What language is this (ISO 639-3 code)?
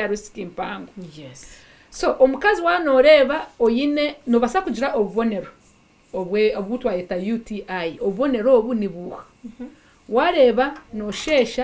nyn